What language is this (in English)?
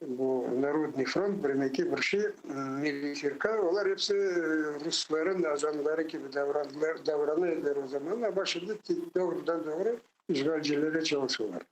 Crimean Tatar